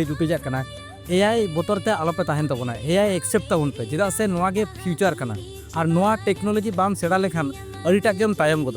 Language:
Santali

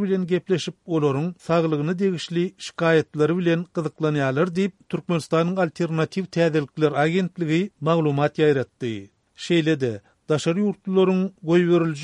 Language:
Turkmen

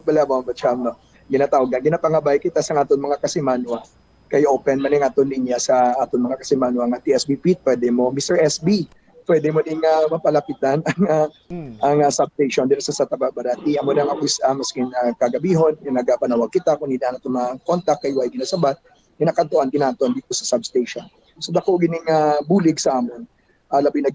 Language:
Hiligaynon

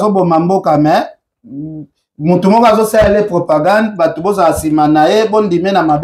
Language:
Lingala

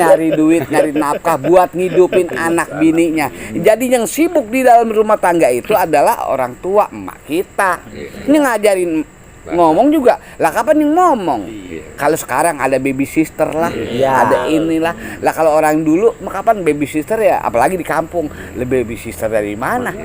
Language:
Betawi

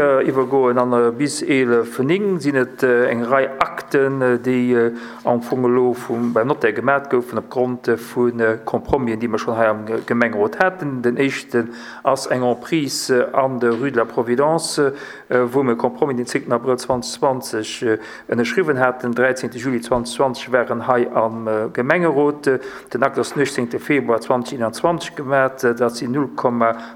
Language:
Luxembourgish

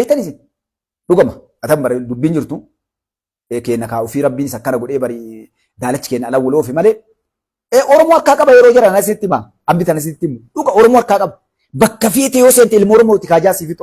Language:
Oromo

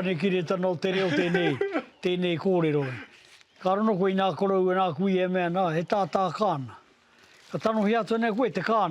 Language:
Māori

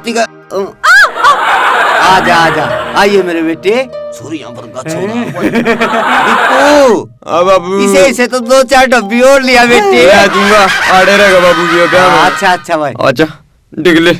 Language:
Haryanvi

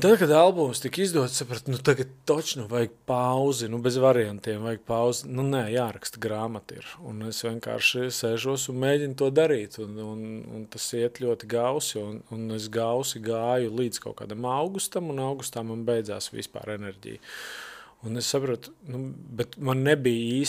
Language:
Latvian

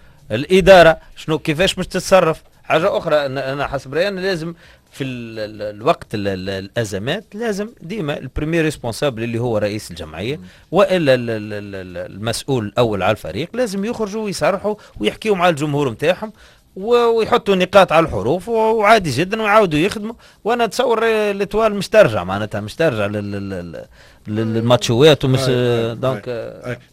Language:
Tunisian Arabic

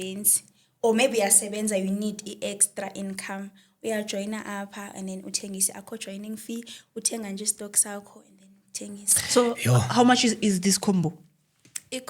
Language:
Zulu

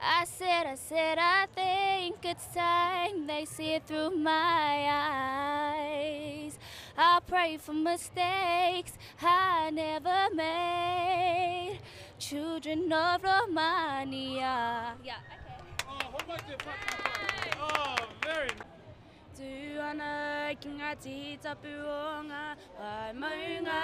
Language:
Māori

